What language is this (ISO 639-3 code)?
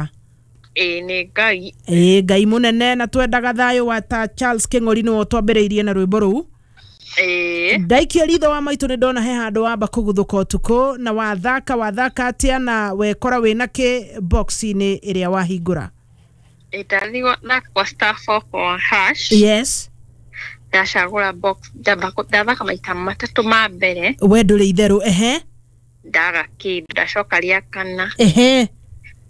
kik